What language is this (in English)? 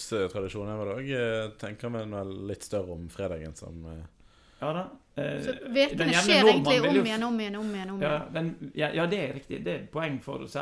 Norwegian